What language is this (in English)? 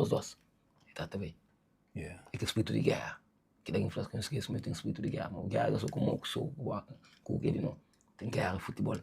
Kabuverdianu